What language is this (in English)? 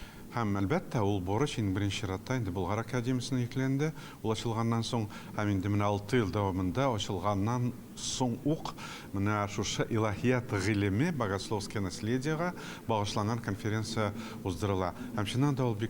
Tatar